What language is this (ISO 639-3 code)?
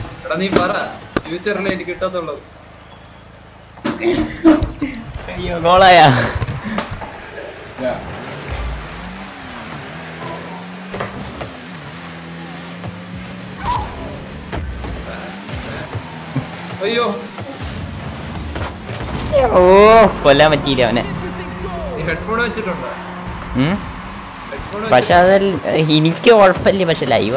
mal